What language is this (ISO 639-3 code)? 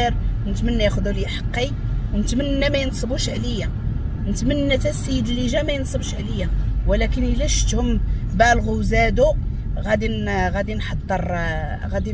ary